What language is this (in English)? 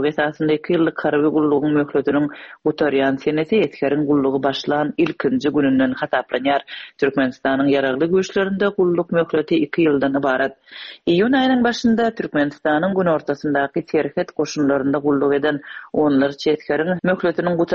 Turkmen